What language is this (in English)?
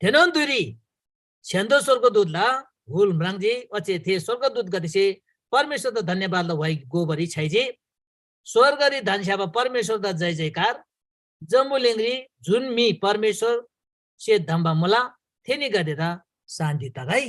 Eastern Tamang